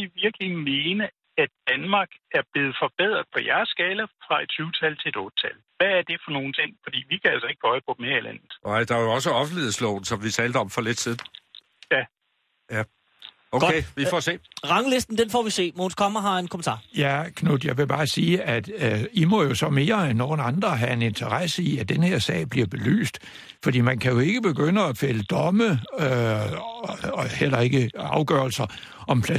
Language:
Danish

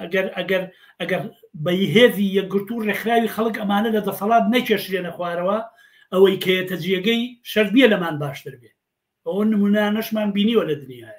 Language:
Central Kurdish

